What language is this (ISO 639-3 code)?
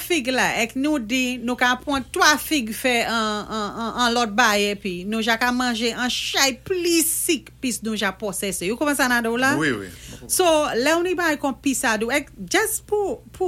acf